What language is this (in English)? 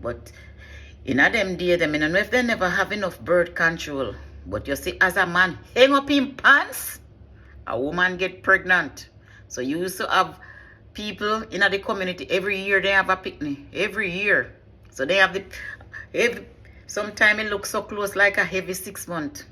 Jamaican Creole English